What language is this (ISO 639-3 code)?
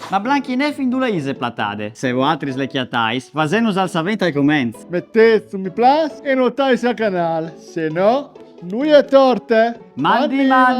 fur